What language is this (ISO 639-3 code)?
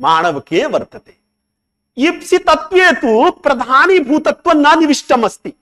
san